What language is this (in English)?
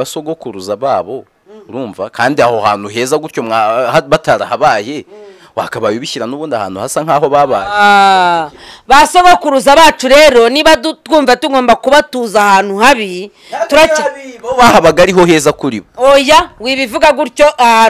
Kinyarwanda